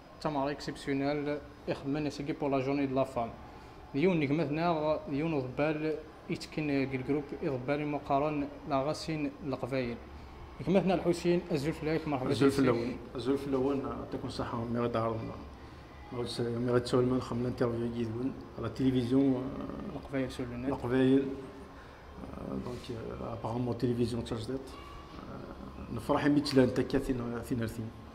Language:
Kabyle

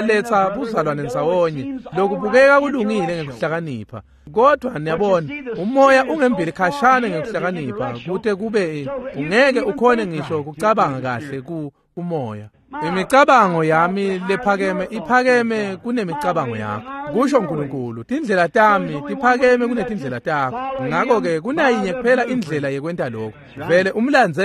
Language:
Swati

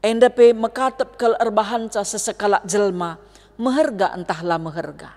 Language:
Batak Karo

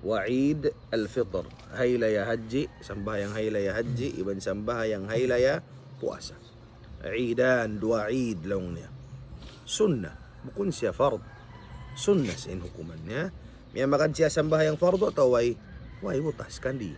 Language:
Tausug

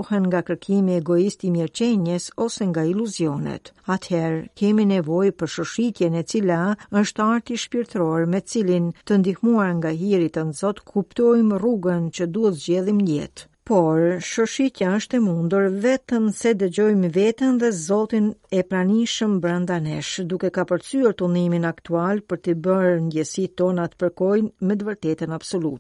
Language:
Albanian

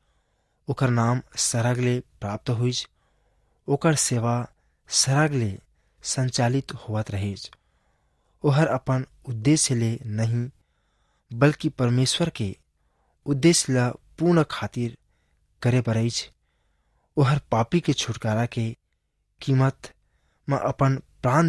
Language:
Chhattisgarhi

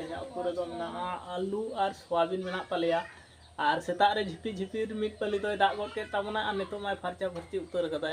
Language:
Santali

